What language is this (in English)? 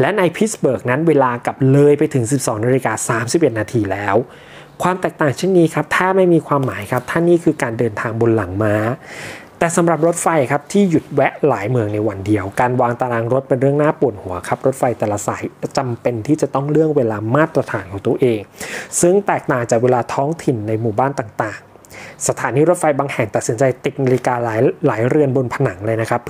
Thai